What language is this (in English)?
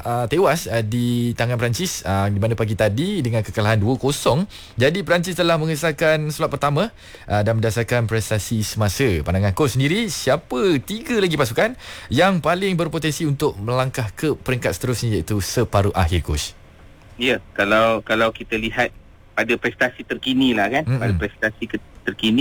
Malay